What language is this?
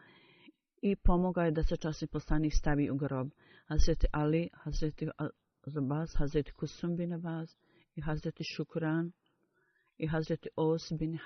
Bosnian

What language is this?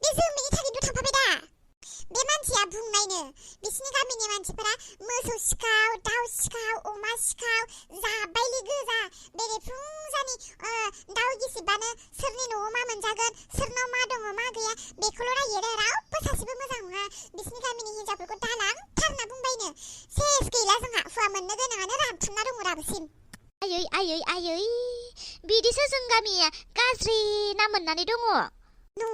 Bodo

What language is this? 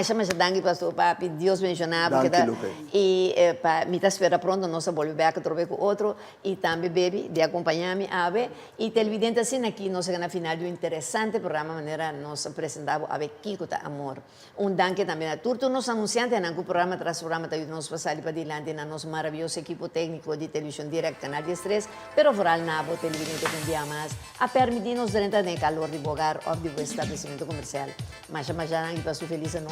Papiamento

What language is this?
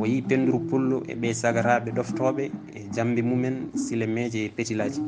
Fula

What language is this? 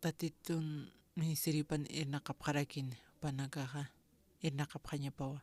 Aymara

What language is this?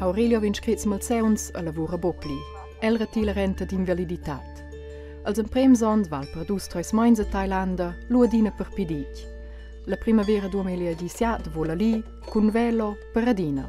Romansh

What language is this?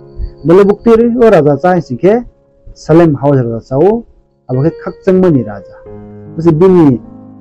Riang (India)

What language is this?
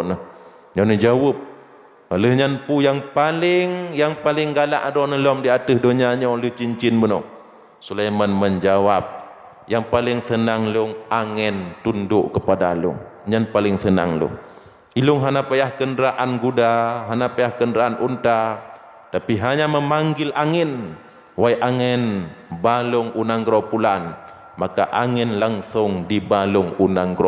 Achinese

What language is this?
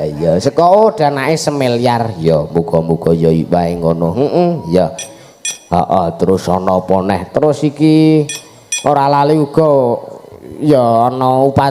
Javanese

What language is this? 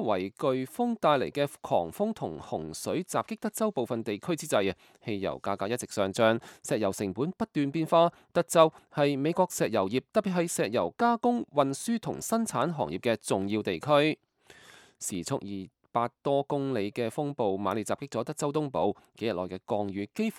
Cantonese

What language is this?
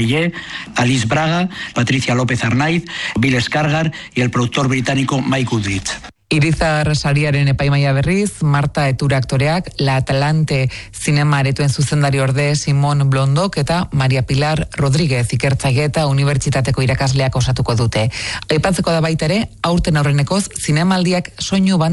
Basque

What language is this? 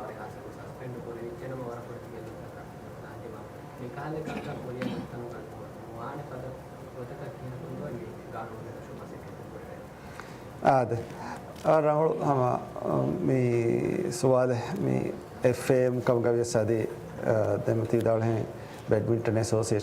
Divehi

